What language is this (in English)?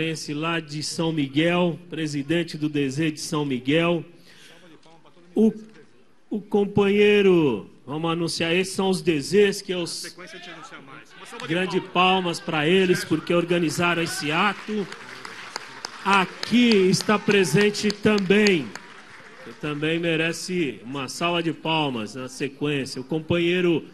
Portuguese